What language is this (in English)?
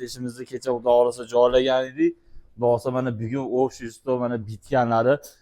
Uzbek